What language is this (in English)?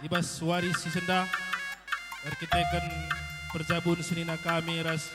Batak Karo